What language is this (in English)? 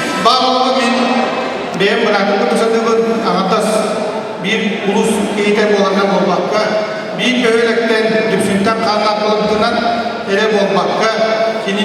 Yakut